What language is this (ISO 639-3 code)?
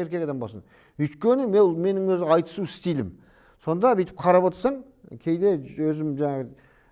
kaz